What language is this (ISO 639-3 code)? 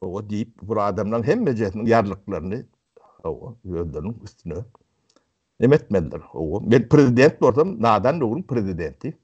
tuk